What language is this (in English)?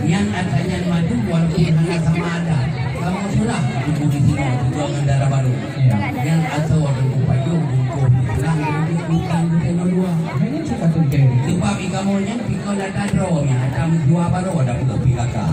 Achinese